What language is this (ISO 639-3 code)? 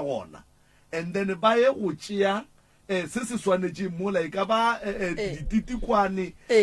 nso